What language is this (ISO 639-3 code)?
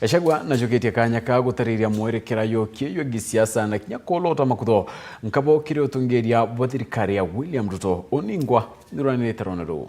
mer